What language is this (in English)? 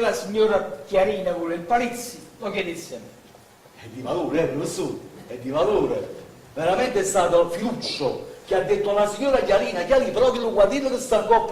Neapolitan